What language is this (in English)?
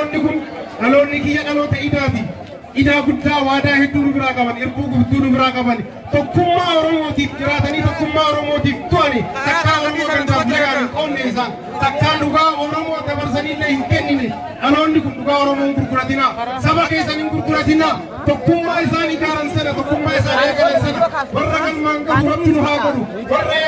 Oromo